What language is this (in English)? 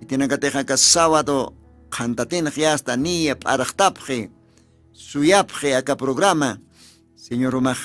Aymara